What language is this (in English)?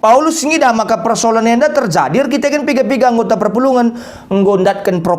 Batak Karo